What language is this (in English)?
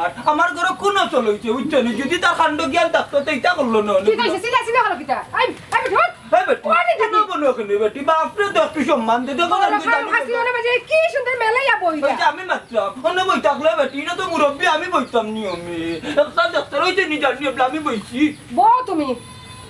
Sylheti